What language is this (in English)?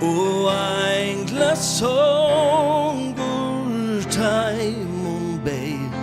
Faroese